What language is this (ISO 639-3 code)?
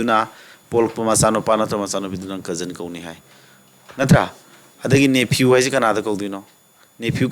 mni